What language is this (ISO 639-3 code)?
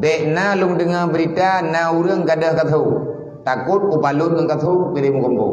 ace